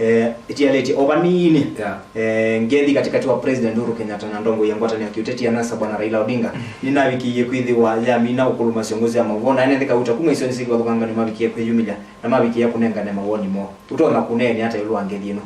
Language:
Kamba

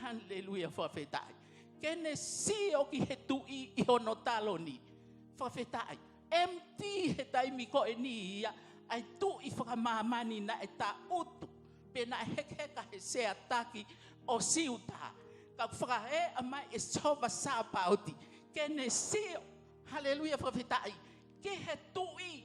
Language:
Tongan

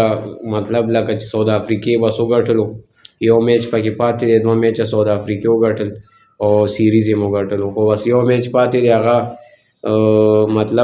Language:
Pashto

